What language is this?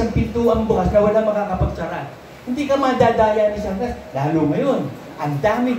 Filipino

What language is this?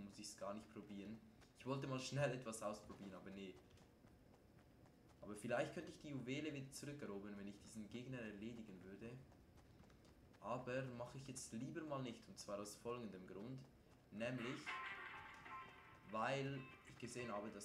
German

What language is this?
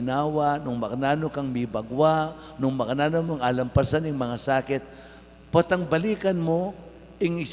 Pampanga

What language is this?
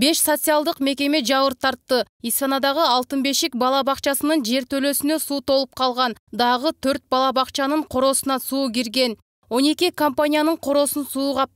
Kyrgyz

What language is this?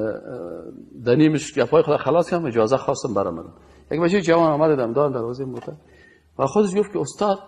Persian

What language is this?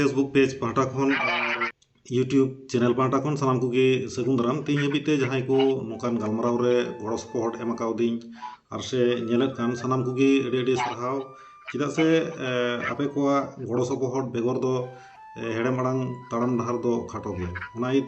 Santali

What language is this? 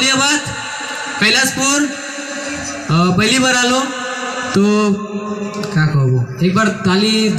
Sadri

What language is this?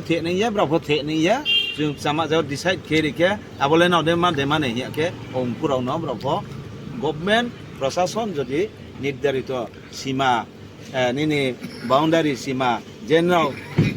Riang (India)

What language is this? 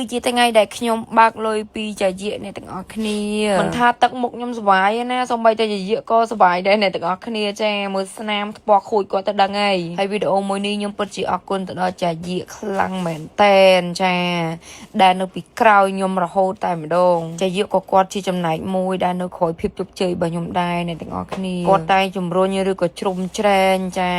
Khmer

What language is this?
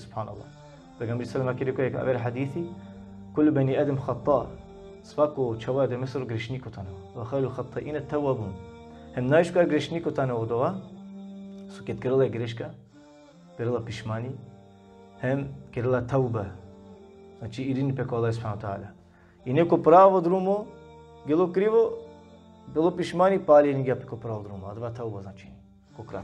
Balkan Romani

